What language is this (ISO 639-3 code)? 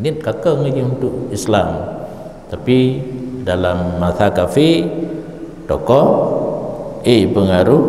ace